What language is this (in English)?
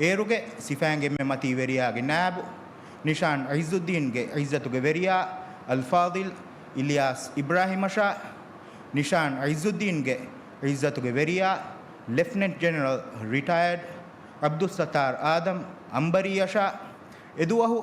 Divehi